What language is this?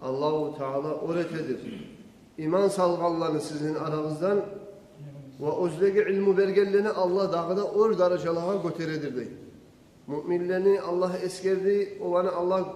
Kumyk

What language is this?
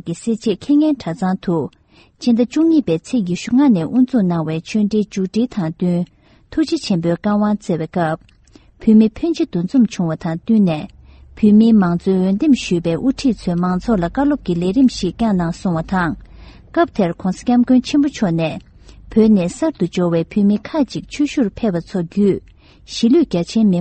Tibetan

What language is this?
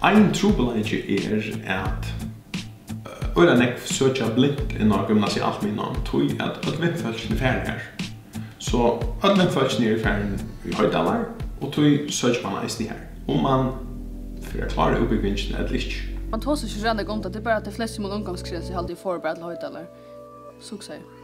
Faroese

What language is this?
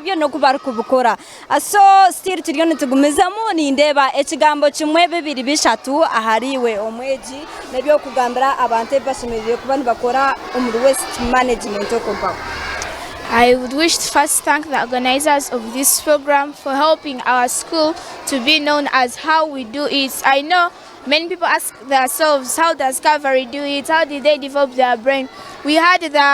Nyankole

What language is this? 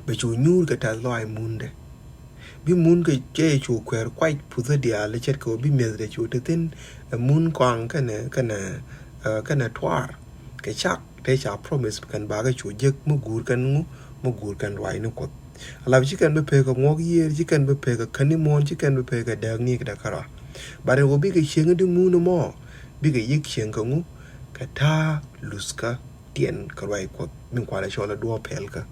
Nuer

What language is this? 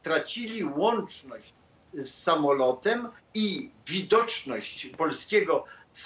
Polish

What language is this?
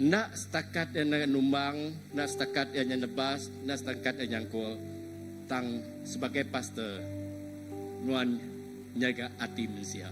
Iban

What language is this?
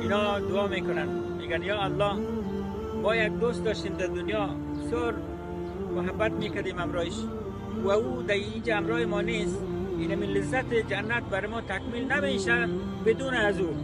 Persian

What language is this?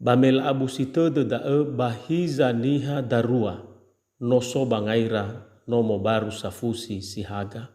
Nias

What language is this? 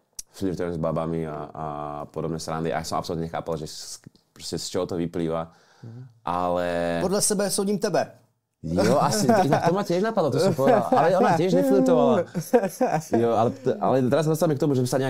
Slovak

